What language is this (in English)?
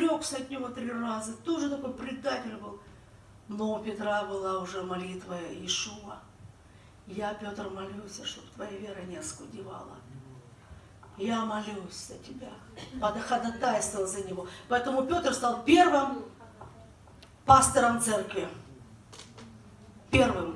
Russian